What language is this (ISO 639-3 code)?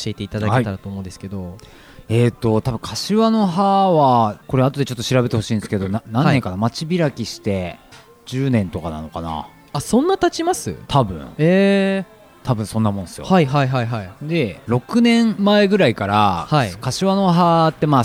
jpn